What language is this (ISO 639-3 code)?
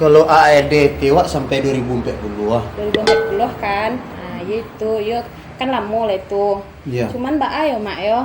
min